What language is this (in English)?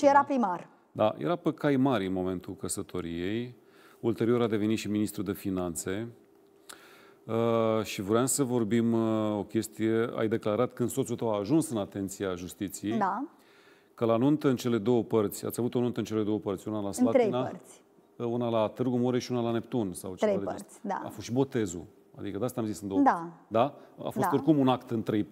Romanian